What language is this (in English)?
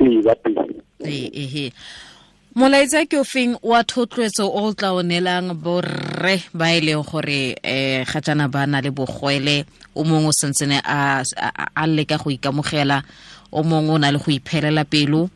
Tswana